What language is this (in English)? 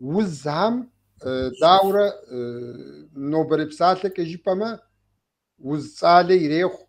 Kabardian